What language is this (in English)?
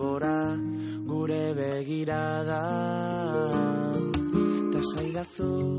Basque